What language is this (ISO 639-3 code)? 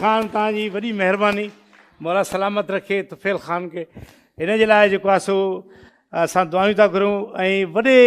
snd